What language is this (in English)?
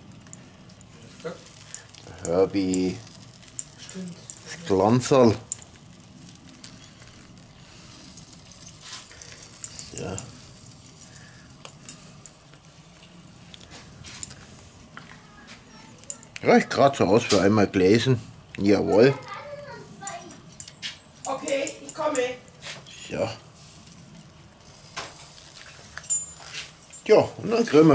German